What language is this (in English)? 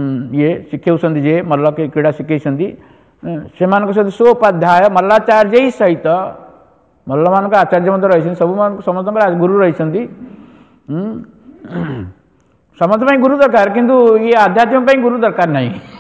Odia